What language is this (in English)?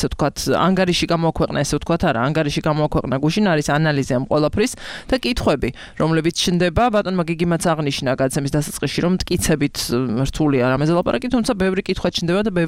Georgian